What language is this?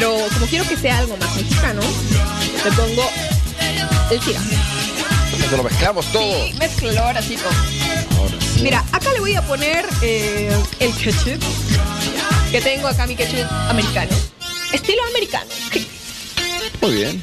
Spanish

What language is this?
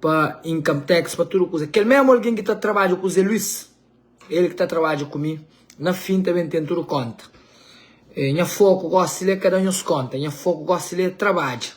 Kabuverdianu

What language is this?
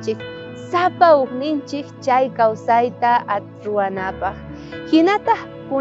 South Bolivian Quechua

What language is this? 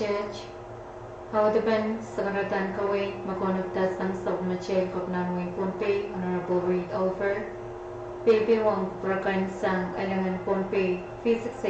Pohnpeian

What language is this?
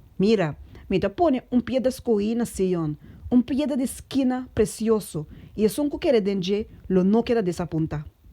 Papiamento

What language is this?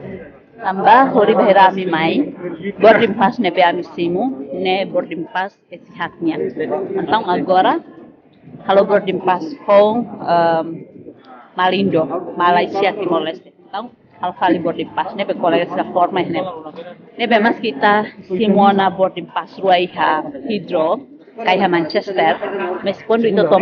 Tetum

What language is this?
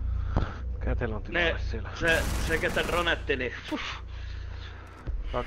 Finnish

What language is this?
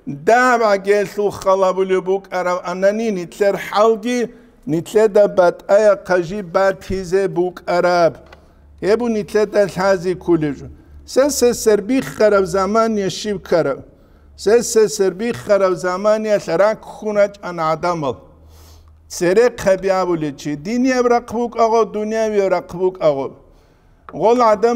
Avaric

